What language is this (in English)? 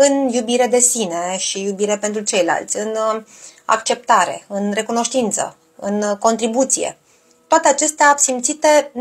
Romanian